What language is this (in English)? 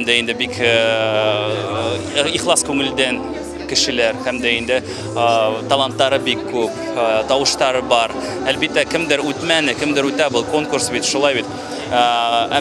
Bashkir